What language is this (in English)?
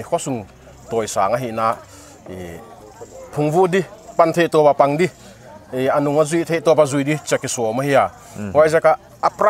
Paite Chin